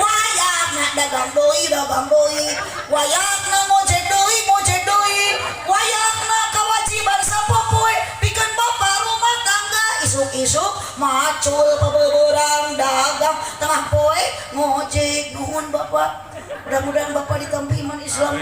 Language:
Sundanese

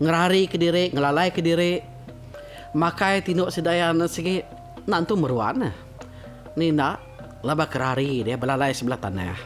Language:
Iban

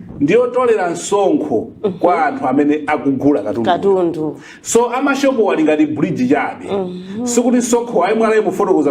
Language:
Nyanja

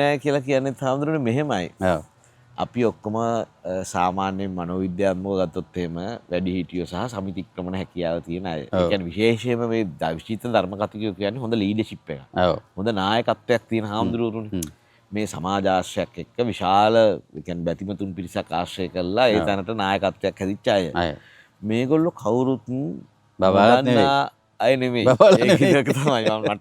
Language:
Sinhala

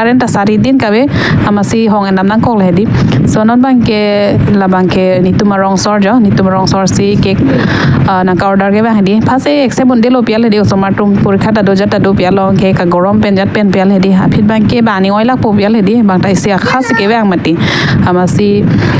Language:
Karbi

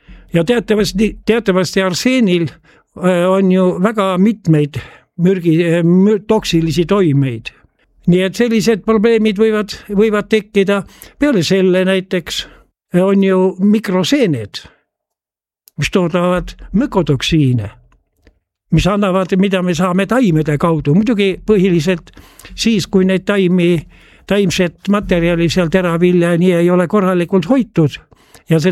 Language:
Estonian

